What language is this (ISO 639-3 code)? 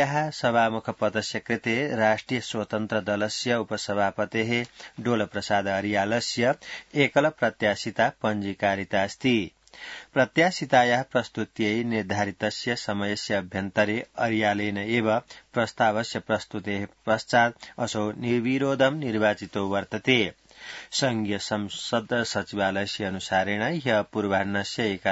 san